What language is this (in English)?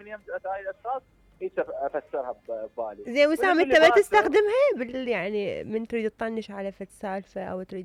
Mesopotamian Arabic